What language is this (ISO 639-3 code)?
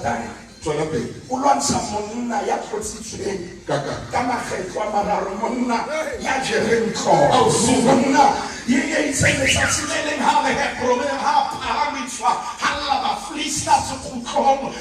sot